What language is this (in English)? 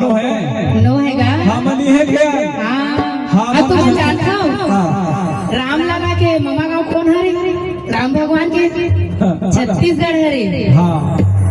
Chhattisgarhi